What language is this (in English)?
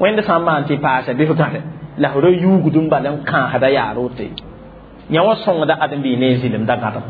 Mossi